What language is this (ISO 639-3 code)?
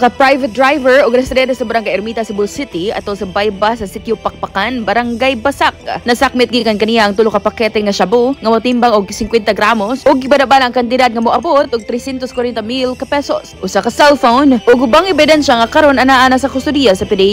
ceb